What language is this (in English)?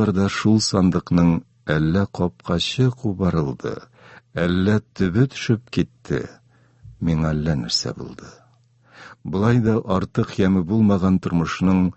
Tatar